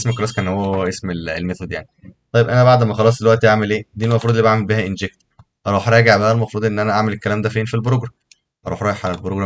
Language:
Egyptian Arabic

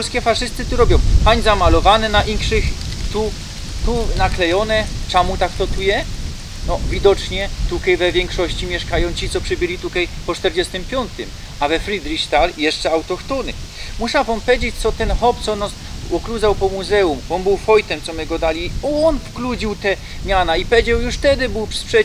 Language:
Silesian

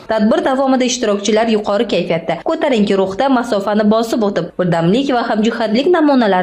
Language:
Uzbek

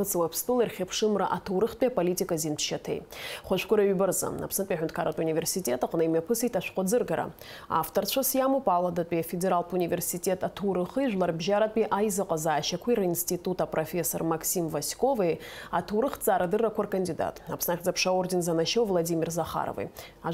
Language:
Abkhazian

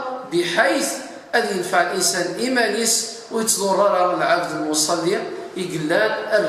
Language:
Kabyle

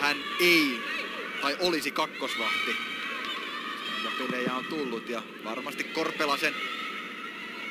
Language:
Finnish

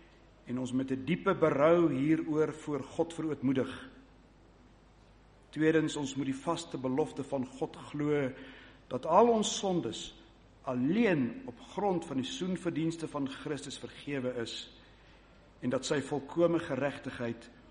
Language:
Afrikaans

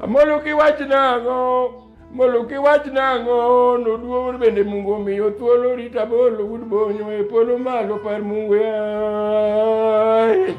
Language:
Luo (Kenya and Tanzania)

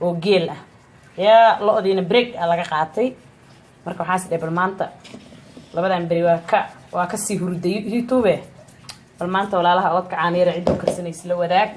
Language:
Somali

